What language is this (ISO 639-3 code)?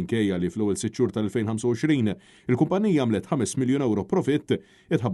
mlt